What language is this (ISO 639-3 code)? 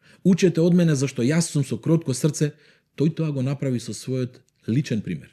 mkd